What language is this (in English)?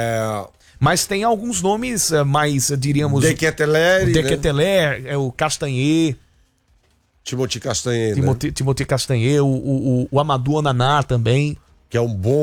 Portuguese